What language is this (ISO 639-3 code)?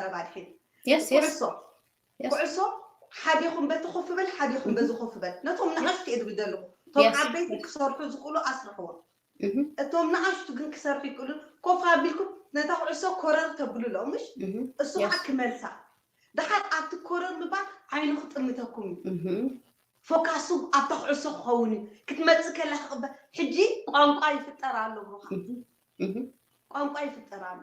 tir